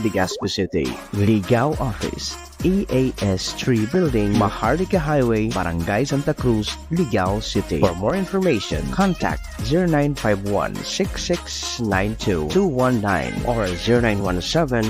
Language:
Bikol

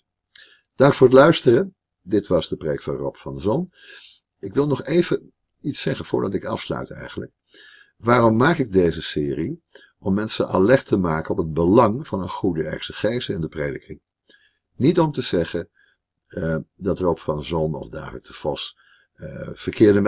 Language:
Dutch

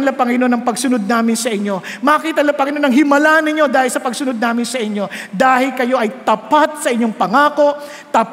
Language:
Filipino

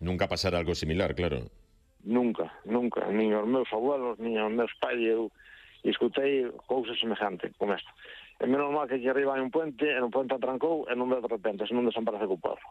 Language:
Galician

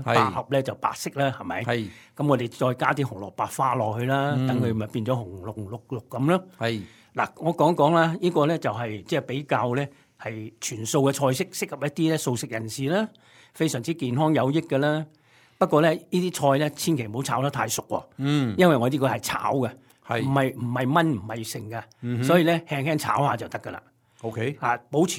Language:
Cantonese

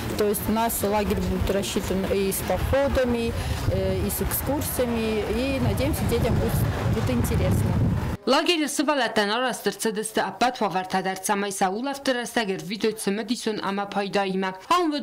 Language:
Ossetic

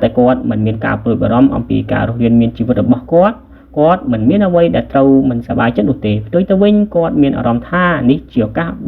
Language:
Khmer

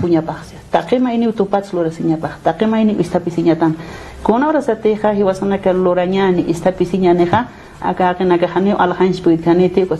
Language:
Aymara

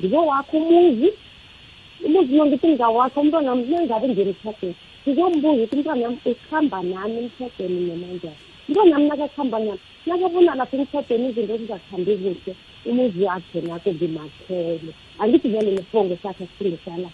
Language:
South Ndebele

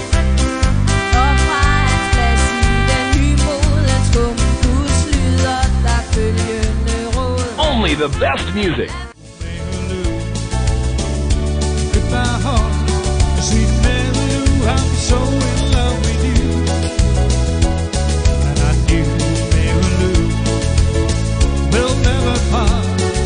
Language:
Danish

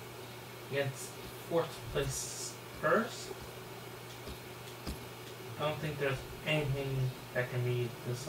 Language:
English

